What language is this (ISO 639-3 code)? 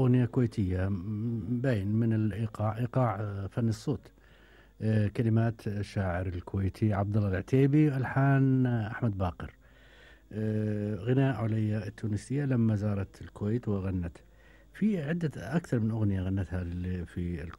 afb